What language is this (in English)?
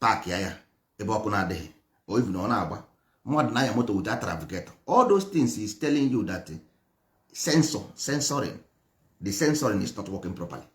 Igbo